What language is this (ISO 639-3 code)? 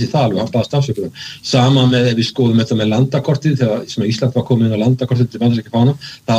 isl